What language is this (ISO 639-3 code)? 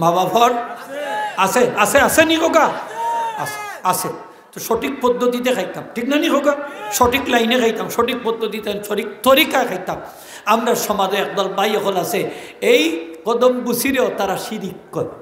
syl